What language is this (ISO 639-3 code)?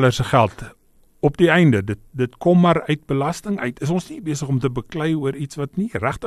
afr